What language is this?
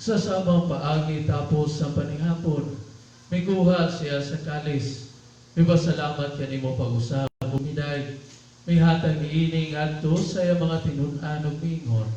Cebuano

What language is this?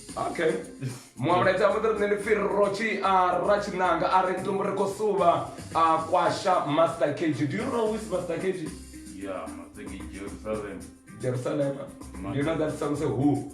Venda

